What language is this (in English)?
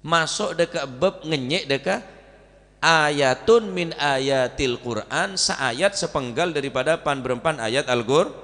Madurese